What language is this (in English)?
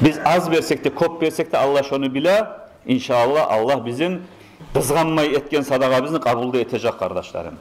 Kumyk